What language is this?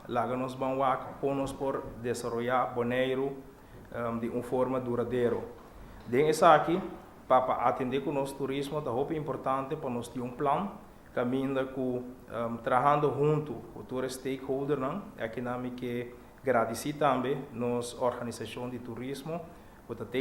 Papiamento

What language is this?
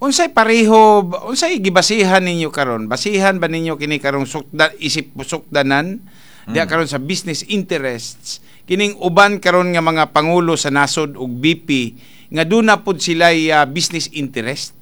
Cebuano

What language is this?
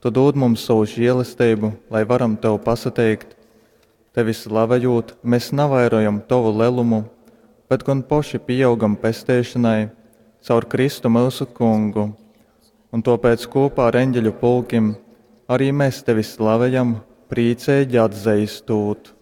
Latgalian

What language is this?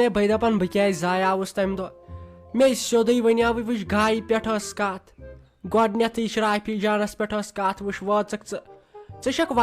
Kashmiri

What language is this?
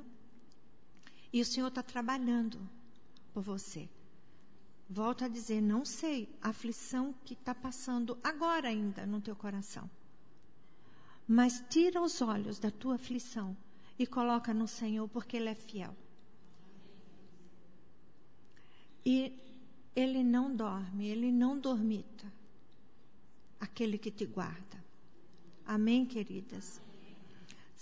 Portuguese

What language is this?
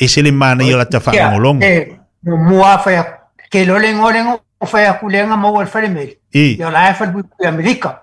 Samoan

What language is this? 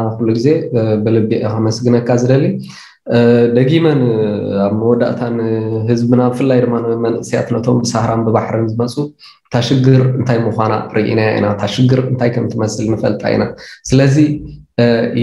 Tigrinya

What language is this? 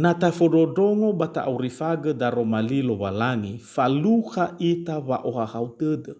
Nias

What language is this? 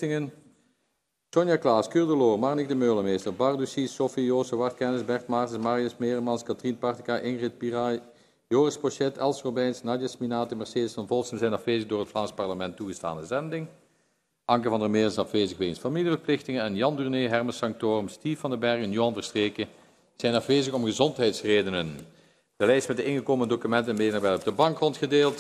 Dutch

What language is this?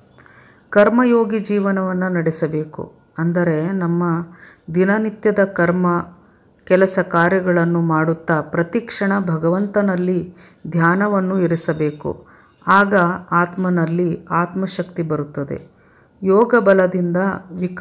Kannada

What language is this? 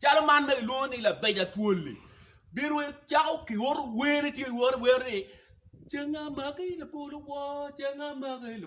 Acoli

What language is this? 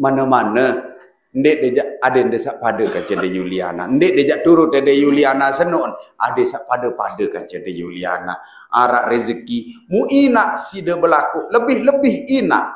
Sasak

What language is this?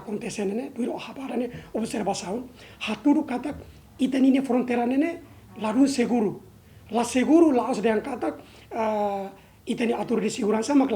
Tetum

